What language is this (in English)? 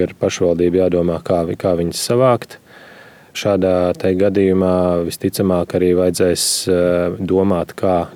Latvian